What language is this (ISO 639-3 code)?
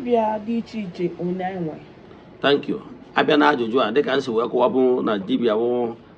ibo